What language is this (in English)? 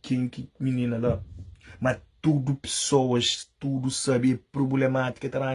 Kabuverdianu